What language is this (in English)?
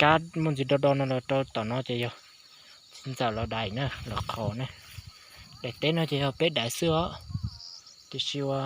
Hmong